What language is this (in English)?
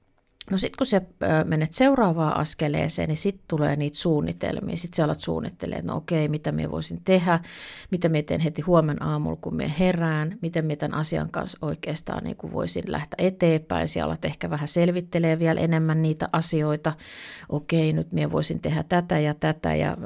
Finnish